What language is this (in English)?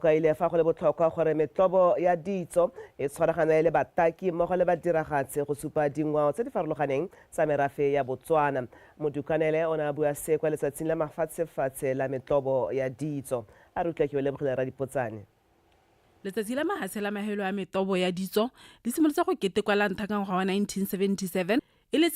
Tswana